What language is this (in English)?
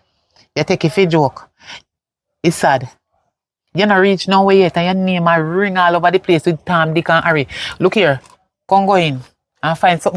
Jamaican Creole English